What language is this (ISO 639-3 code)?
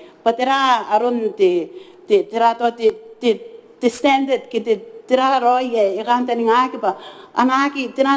gil